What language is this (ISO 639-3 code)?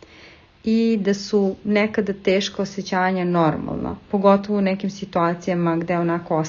srp